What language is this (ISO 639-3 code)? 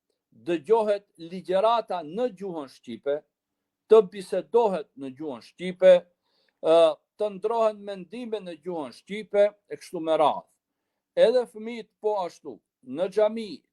sqi